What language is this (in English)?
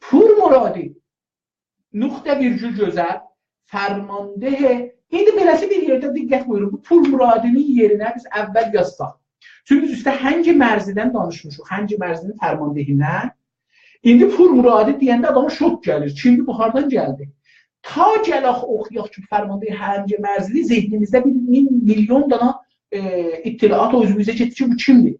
South Azerbaijani